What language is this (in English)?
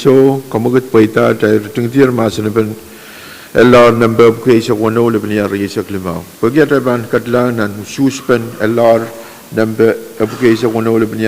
Pohnpeian